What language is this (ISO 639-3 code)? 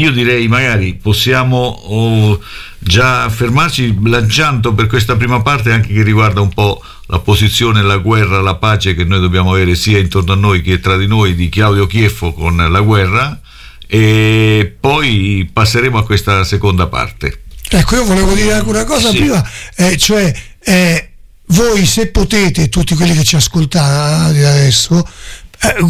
ita